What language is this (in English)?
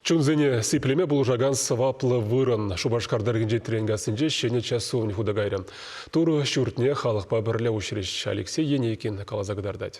Chuvash